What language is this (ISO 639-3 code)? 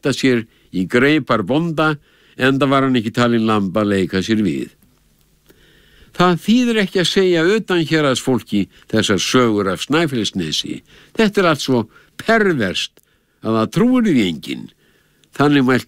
isl